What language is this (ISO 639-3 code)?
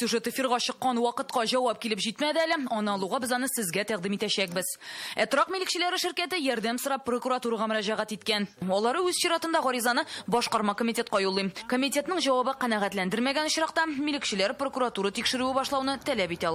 tat